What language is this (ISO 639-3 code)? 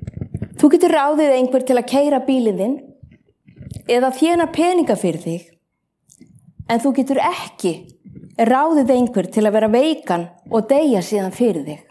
isl